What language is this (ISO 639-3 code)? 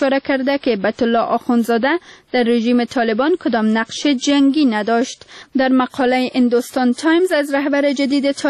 fas